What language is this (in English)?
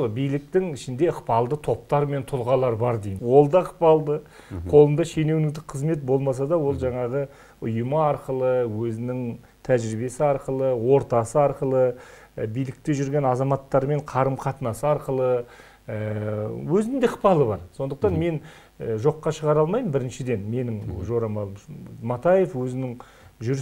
Kazakh